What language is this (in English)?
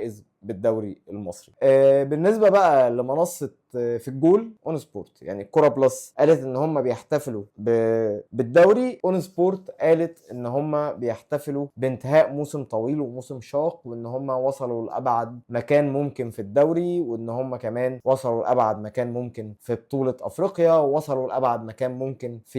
Egyptian Arabic